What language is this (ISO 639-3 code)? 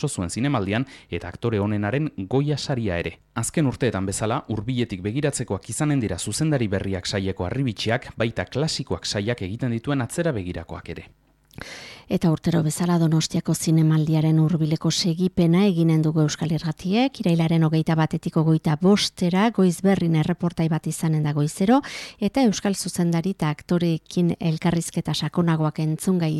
eus